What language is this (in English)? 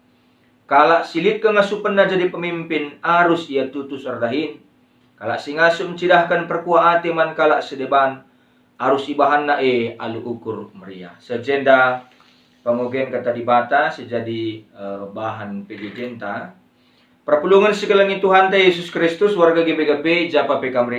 Batak Karo